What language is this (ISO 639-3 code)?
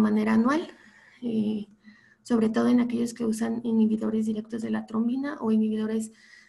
spa